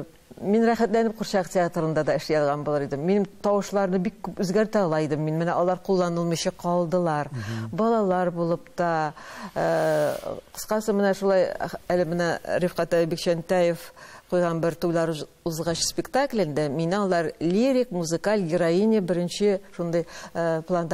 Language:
Tatar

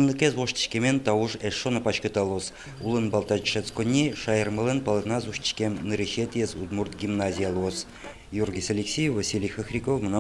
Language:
Udmurt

